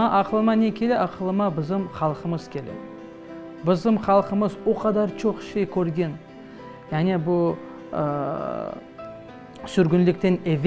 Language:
Crimean Tatar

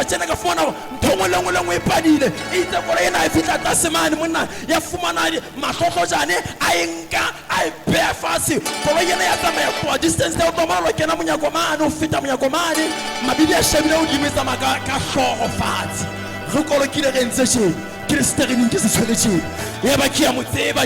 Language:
Southern Sotho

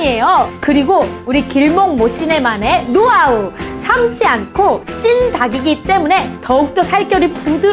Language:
Korean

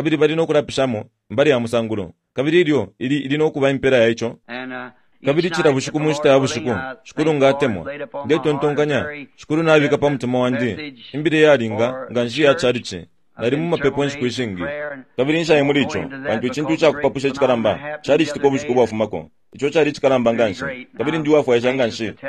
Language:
Bemba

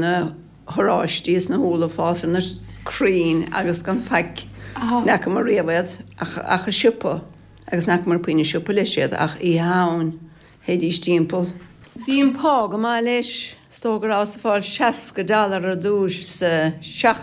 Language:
Irish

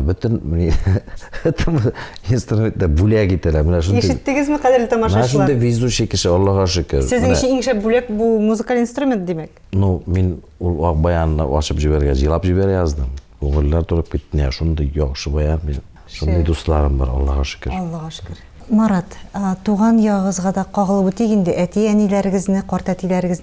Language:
Tatar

